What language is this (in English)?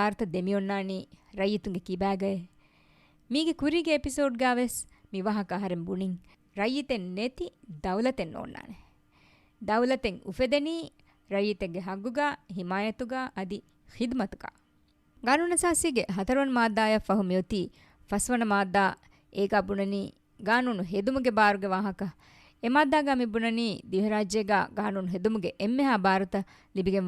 Divehi